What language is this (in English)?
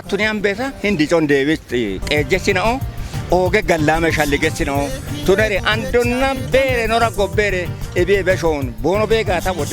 Kafa